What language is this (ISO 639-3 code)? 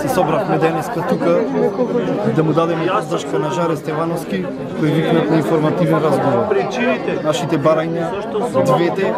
mkd